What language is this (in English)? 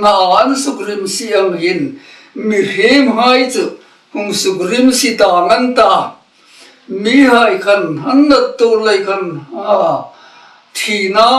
Hmar